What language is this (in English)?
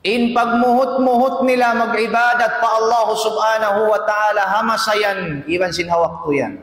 Tausug